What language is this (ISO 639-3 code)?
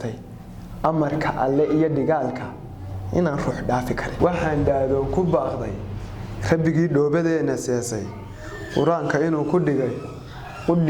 som